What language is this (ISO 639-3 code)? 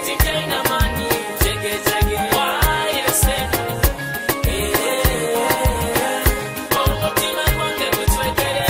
nyo